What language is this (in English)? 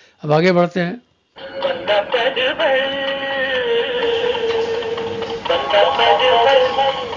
Hindi